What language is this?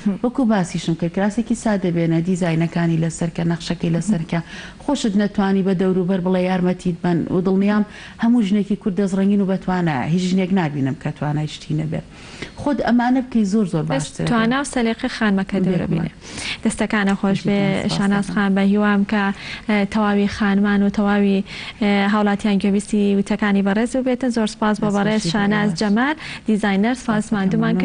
Central Kurdish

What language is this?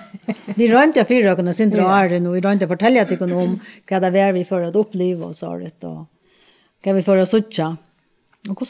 Faroese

